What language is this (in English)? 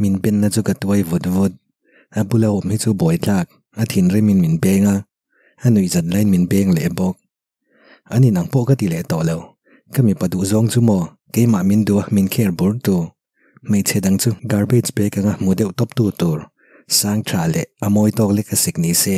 Mizo